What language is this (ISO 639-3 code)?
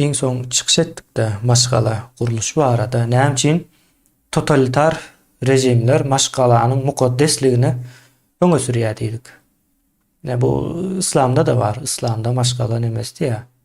tuk